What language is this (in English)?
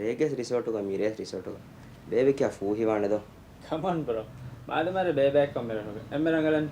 Divehi